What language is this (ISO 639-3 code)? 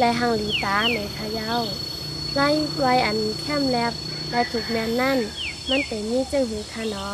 shn